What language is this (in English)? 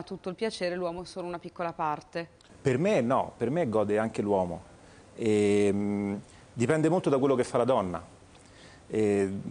Italian